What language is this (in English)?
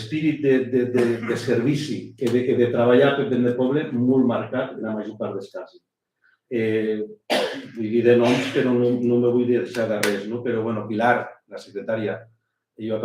Occitan